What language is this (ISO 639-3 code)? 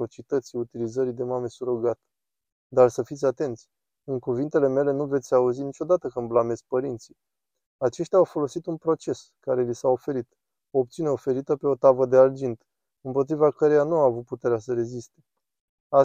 ron